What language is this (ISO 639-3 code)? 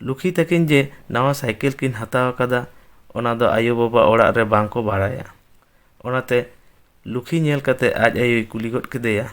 sat